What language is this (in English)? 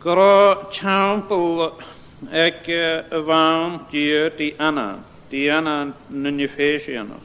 Scottish Gaelic